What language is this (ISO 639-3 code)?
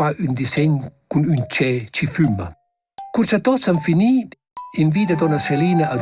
roh